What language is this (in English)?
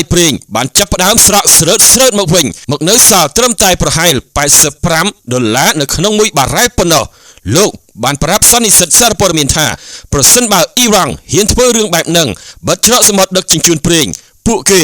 Khmer